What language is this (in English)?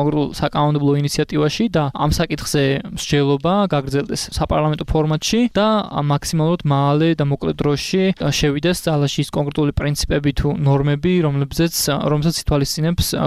Georgian